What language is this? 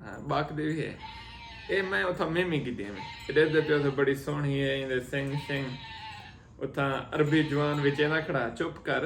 Saraiki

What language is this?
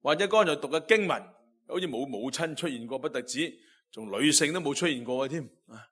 Cantonese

